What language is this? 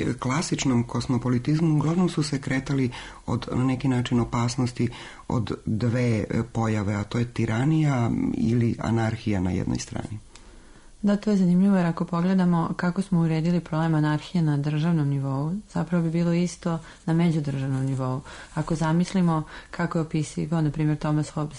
Serbian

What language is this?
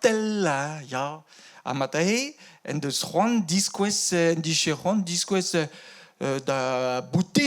Breton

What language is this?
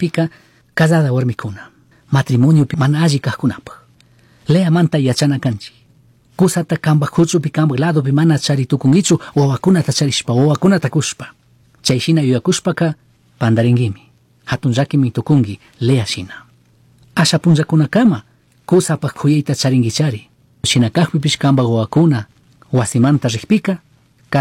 Chimborazo Highland Quichua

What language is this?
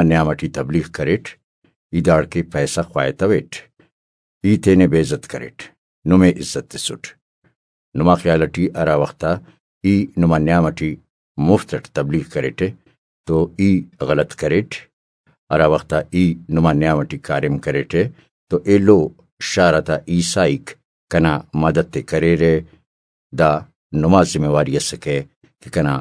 Brahui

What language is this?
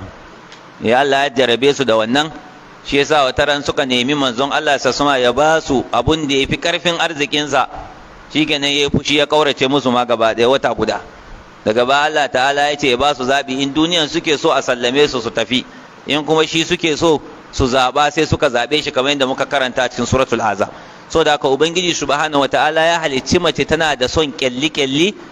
Hausa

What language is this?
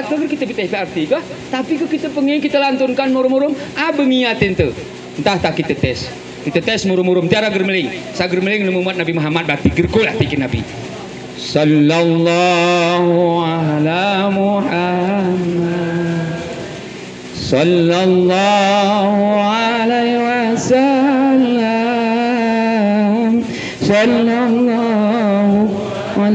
Gayo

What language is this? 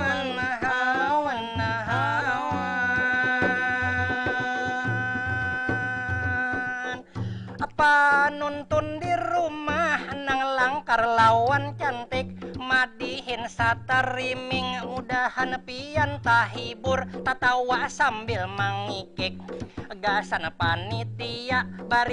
Banjar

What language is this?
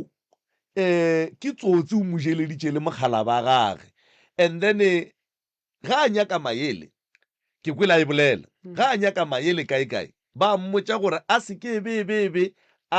Northern Sotho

